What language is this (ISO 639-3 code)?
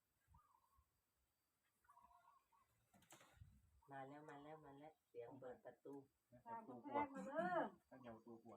tts